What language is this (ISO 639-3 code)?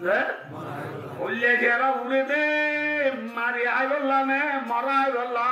rhg